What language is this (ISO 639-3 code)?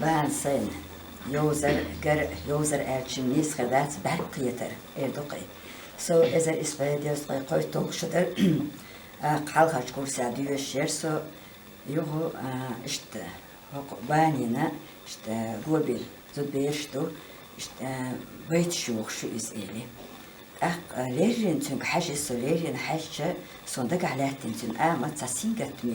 che